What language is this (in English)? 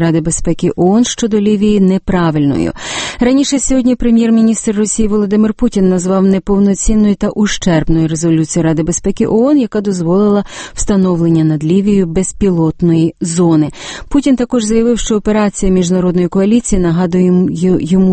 Ukrainian